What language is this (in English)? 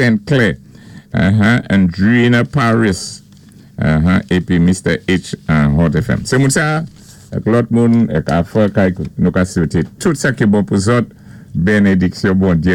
Saint Lucian Creole French